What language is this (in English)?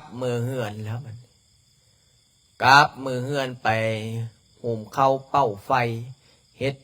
Lao